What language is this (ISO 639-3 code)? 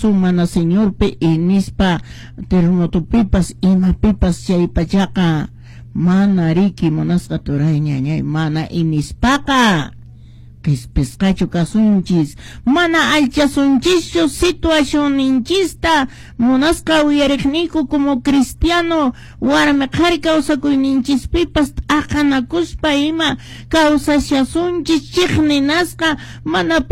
que